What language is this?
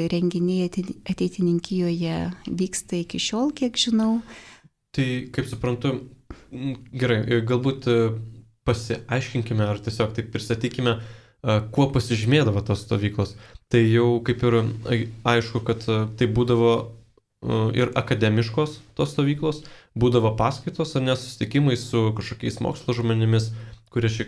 Lithuanian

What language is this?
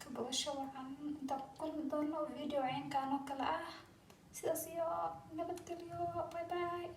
Somali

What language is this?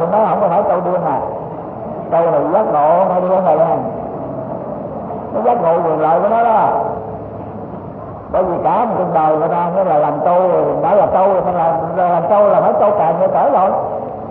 Vietnamese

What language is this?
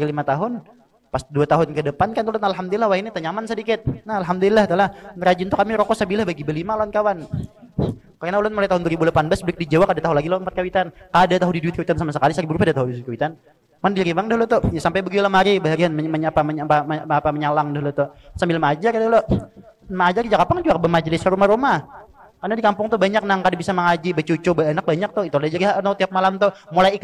Banjar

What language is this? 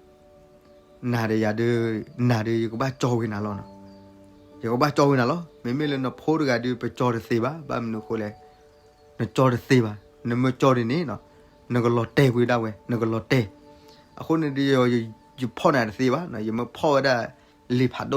S'gaw Karen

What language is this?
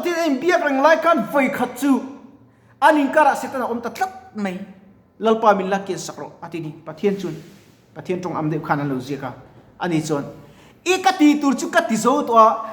Mizo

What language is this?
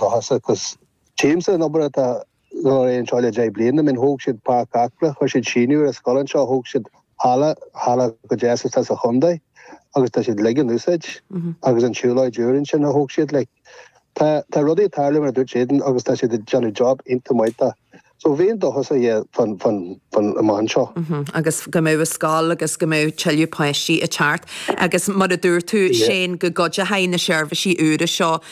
Irish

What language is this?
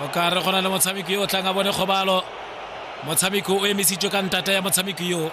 Tswana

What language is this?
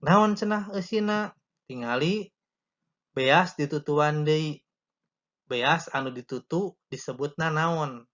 Sundanese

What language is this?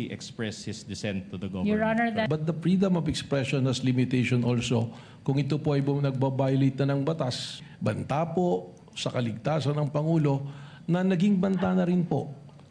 Filipino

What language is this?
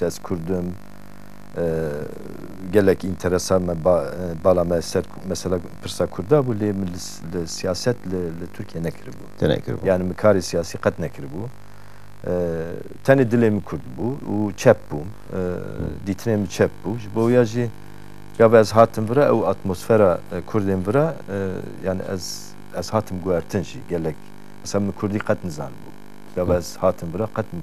Kurdish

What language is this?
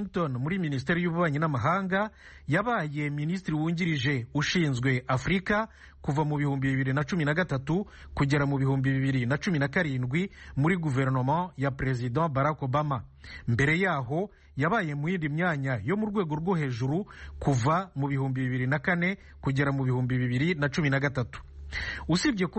Kinyarwanda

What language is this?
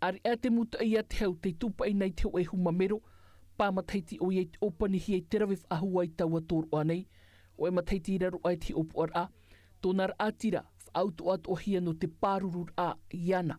Tahitian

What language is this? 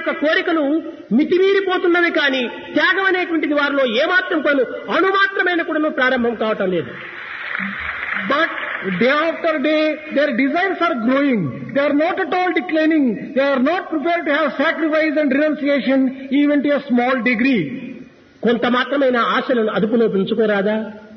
Telugu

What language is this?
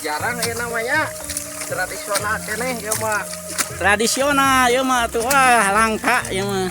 Sundanese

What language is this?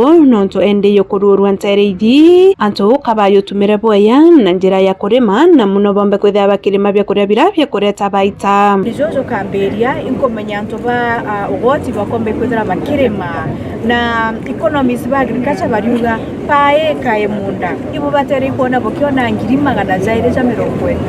Meru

